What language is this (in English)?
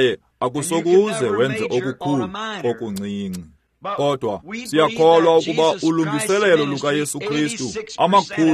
Xhosa